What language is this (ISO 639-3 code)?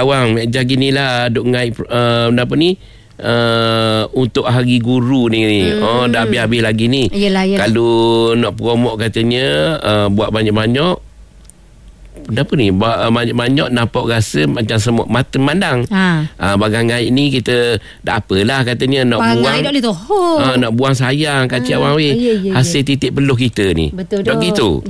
msa